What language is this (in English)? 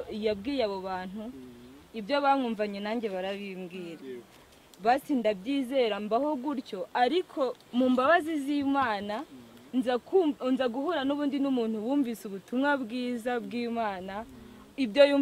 Kinyarwanda